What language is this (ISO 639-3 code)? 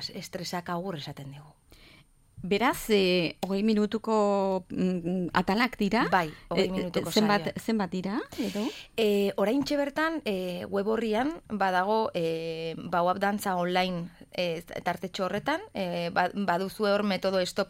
eus